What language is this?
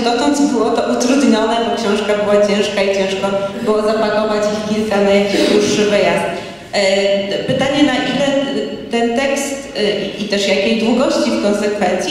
Polish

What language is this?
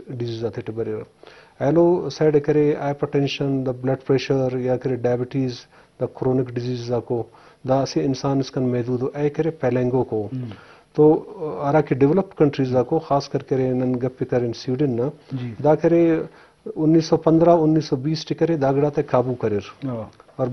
Eastern Balochi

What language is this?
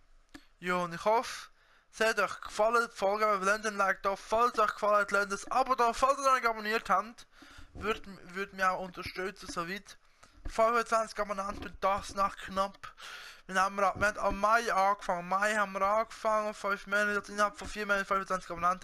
Swiss German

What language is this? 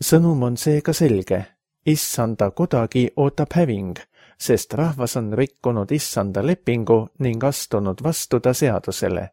Estonian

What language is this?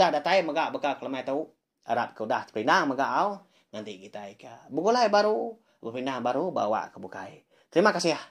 Iban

